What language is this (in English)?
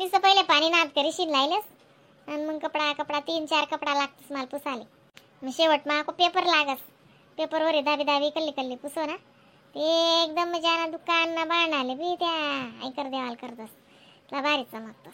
Khandesi